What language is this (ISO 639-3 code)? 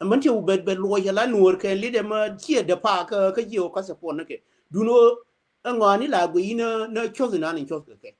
nus